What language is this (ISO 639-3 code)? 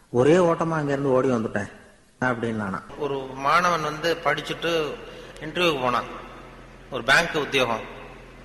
tam